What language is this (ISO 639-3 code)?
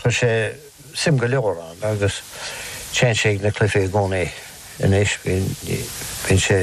gle